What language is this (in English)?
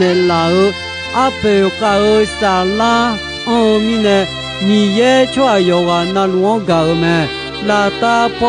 Akha